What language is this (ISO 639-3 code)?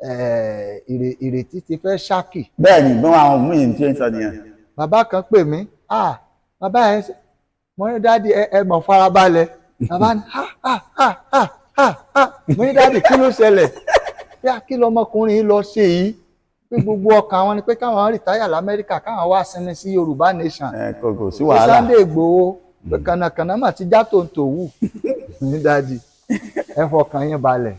yor